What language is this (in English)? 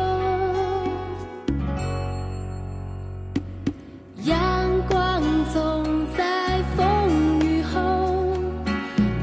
Chinese